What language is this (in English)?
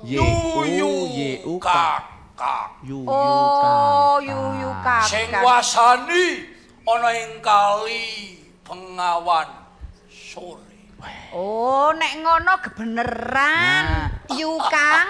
Javanese